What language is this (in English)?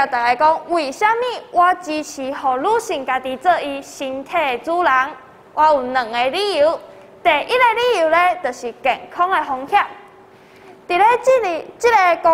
Min Nan Chinese